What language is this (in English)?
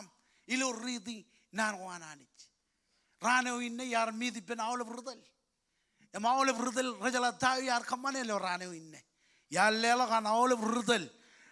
Marshallese